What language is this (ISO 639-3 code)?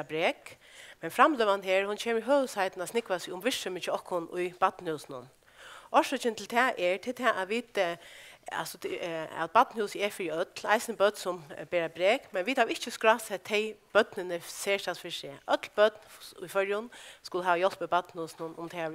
fao